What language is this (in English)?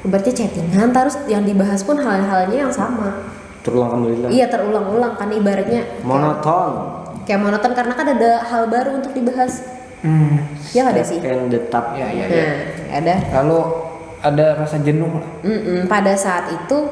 Banjar